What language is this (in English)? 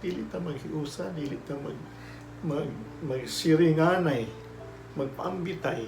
Cebuano